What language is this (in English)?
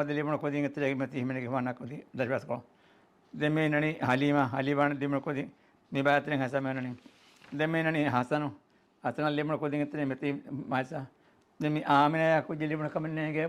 Divehi